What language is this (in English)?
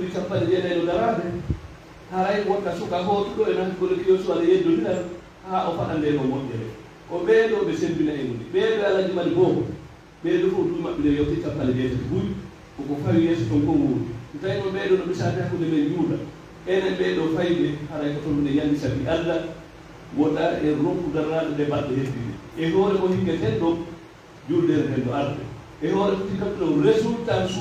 Pular